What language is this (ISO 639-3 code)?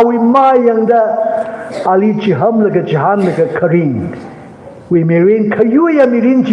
nmf